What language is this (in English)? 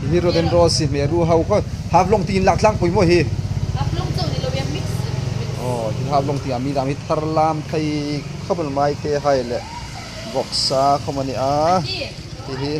Hmar